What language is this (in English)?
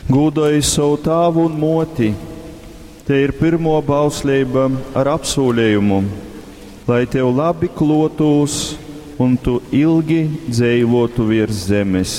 Latgalian